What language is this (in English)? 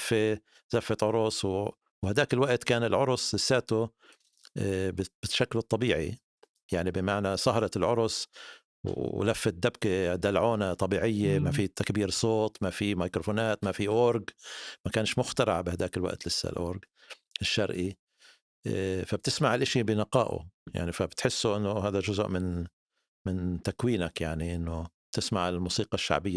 North Levantine Arabic